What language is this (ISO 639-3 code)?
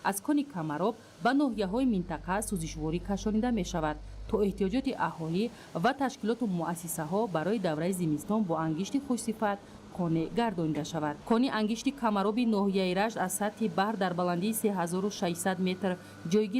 tgk